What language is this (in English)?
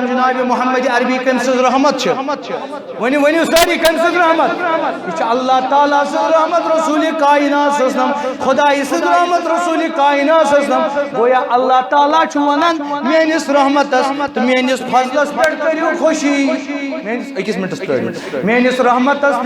Kashmiri